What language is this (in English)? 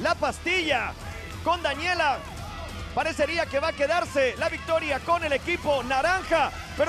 Spanish